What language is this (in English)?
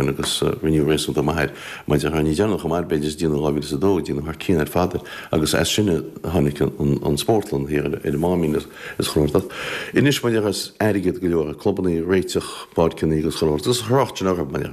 Irish